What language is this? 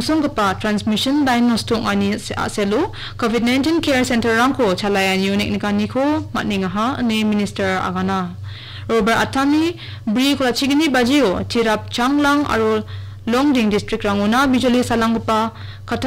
Garo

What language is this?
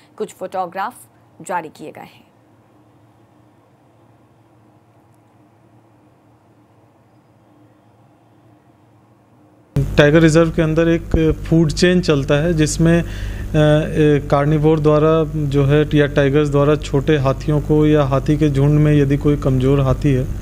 Hindi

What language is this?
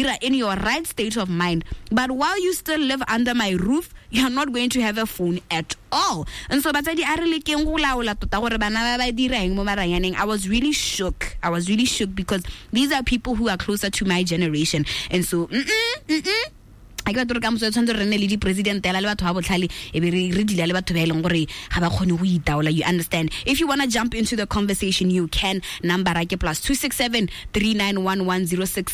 Tswana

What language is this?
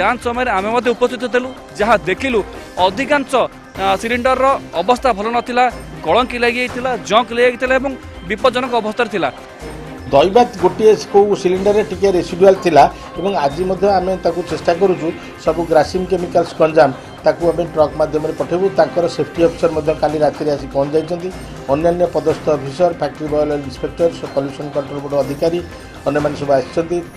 Odia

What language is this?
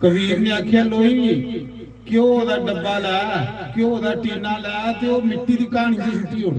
Dogri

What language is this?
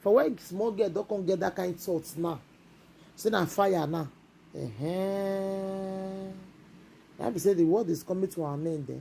Nigerian Pidgin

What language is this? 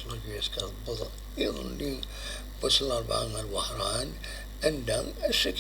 Kabyle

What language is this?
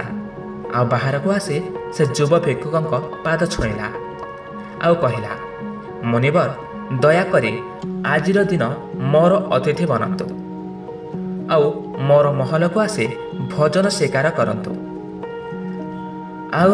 Odia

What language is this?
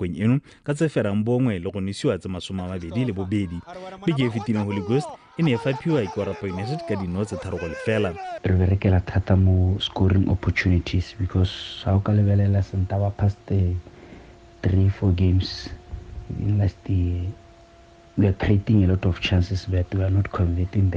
Tswana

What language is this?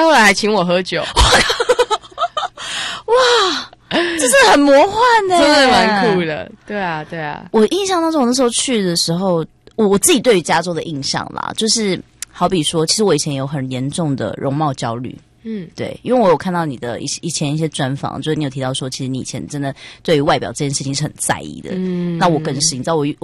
Chinese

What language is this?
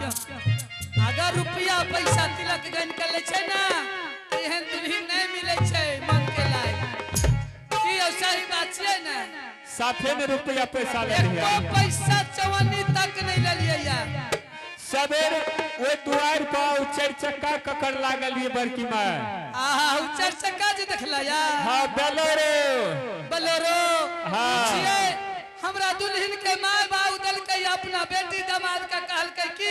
Angika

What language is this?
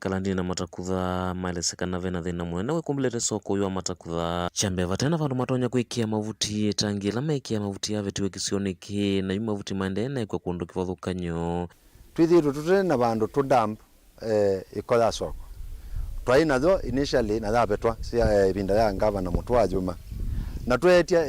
Kamba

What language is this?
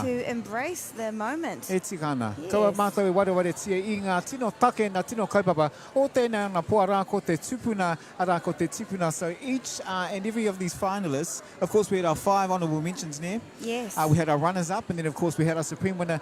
Māori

